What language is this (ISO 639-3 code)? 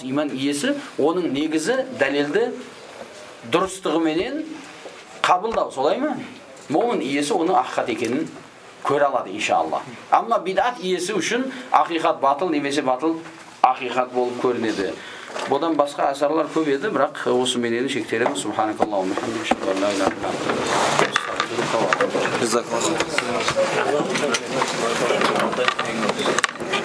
kaz